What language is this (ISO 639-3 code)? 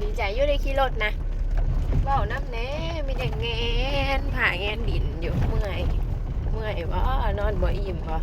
tts